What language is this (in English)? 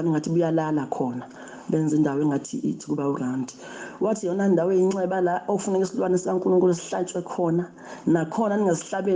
Zulu